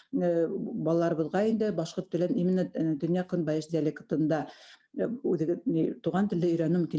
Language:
Bashkir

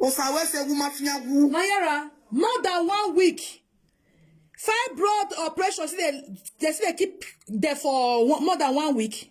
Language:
Nigerian Pidgin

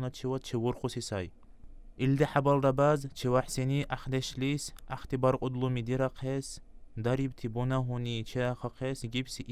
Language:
Dargwa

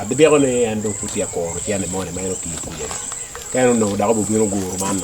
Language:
Acoli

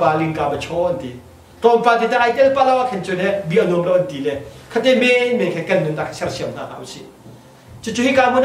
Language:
Hakha Chin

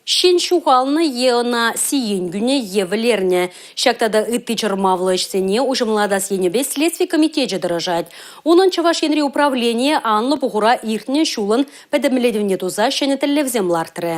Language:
Chuvash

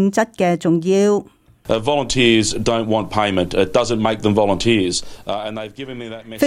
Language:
Cantonese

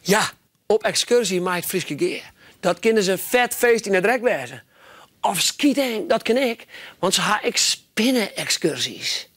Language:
Western Frisian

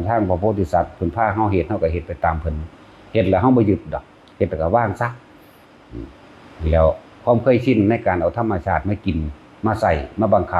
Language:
Northeastern Thai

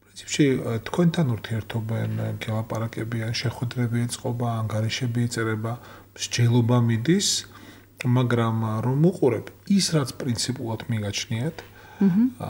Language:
Georgian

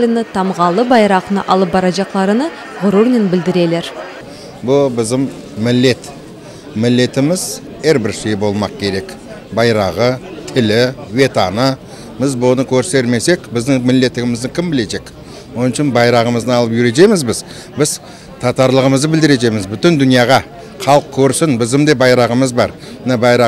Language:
Crimean Tatar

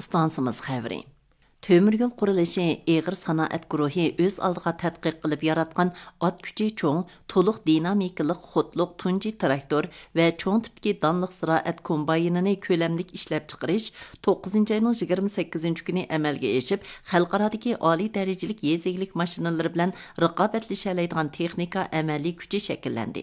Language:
Uyghur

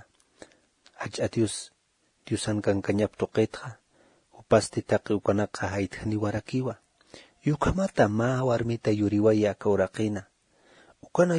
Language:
Aymara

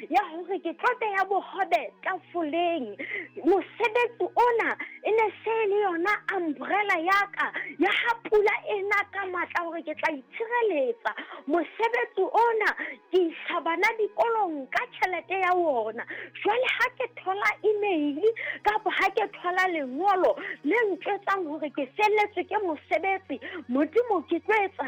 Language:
Southern Sotho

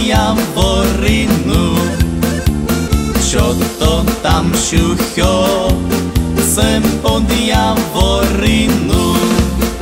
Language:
Slovak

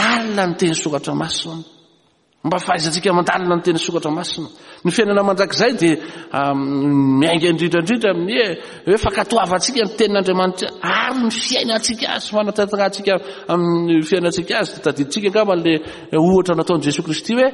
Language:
Malagasy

